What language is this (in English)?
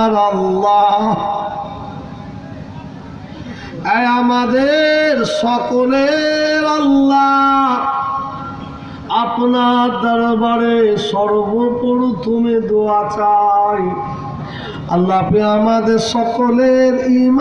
Bangla